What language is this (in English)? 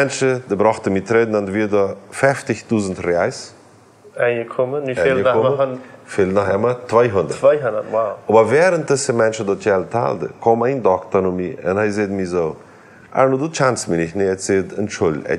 Plautdietsch